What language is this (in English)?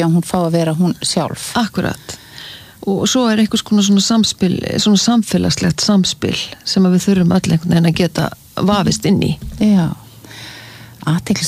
Icelandic